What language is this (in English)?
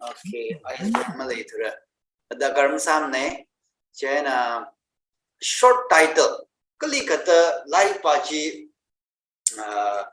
Tangkhul Naga (India)